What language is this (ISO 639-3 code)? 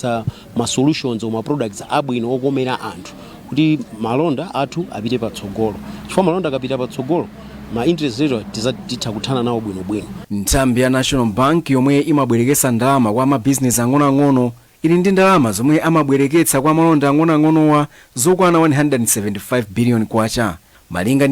nya